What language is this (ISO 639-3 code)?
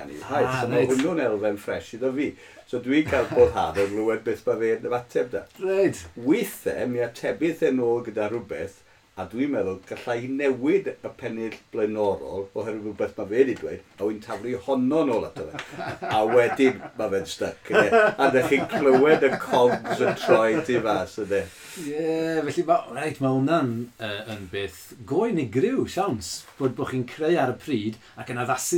cym